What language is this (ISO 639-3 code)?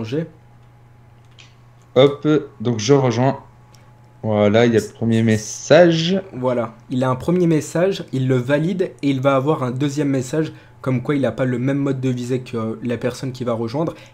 fra